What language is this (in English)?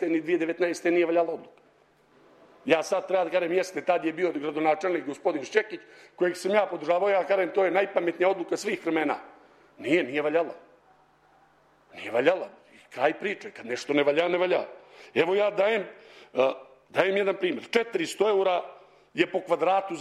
Serbian